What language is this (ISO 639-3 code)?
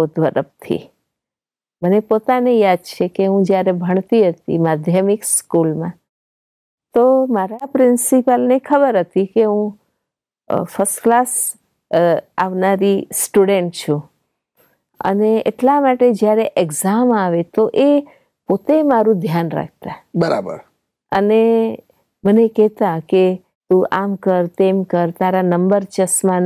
guj